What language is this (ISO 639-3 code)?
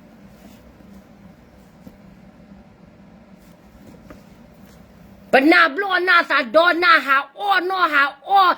ksw